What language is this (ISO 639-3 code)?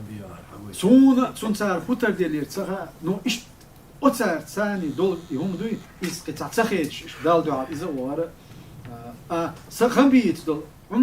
che